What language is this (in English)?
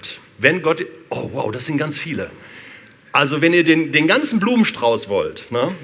Swiss German